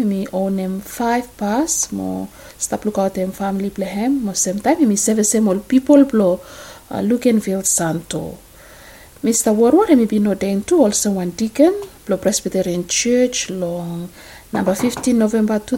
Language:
Bislama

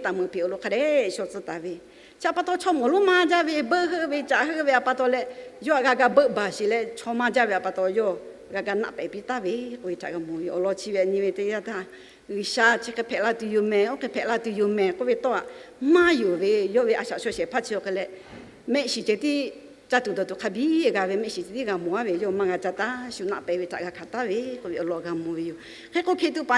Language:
Lahu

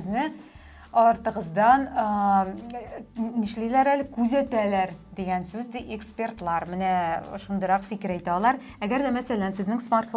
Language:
Tatar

